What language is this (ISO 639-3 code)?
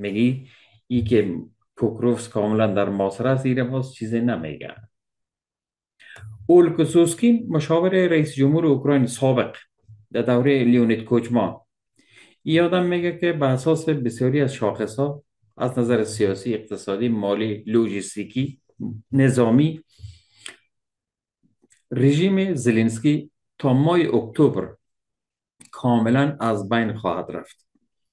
fas